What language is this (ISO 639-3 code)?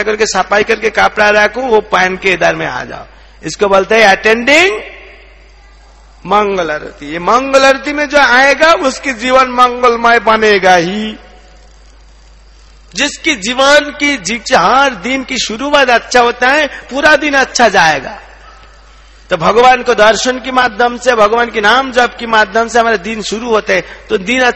hin